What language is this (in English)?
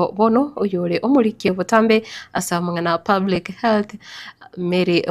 Gusii